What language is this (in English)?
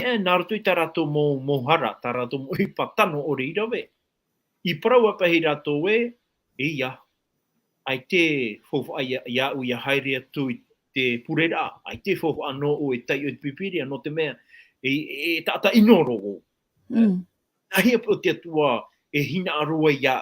Tahitian